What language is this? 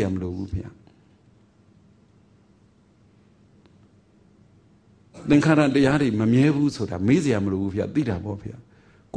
Burmese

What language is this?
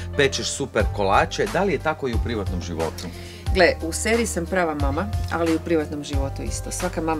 Croatian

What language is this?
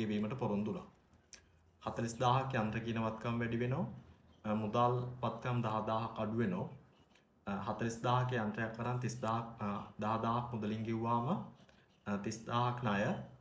Sinhala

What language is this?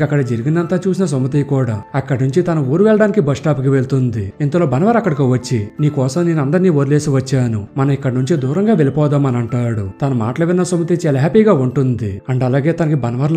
Telugu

